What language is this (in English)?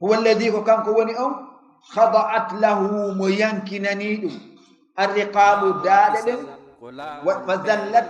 Fula